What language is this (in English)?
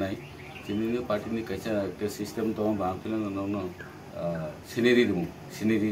Kok Borok